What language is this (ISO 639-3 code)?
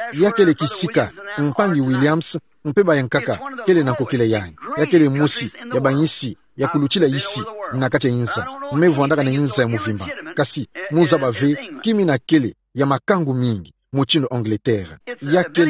ktu